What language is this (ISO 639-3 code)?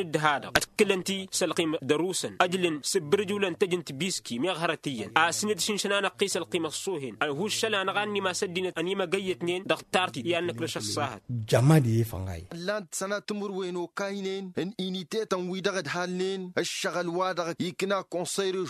taq